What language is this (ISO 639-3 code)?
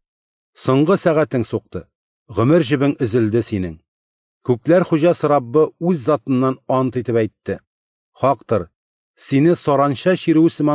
tat